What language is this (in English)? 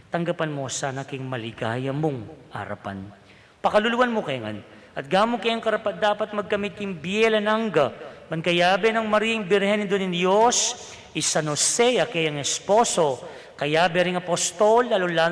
Pampanga